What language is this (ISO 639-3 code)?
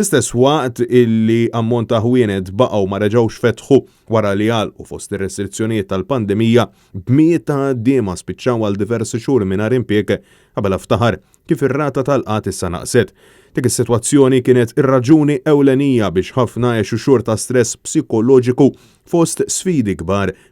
mlt